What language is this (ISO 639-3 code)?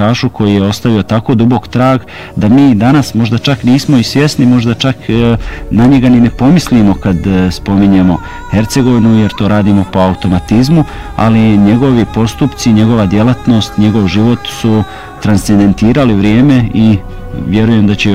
bos